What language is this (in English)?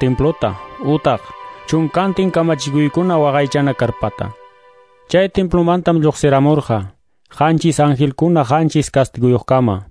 Quechua